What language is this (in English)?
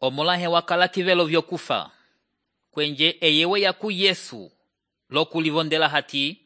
Umbundu